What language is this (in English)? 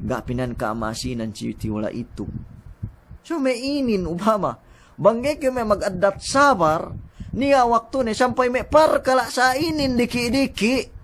Yakan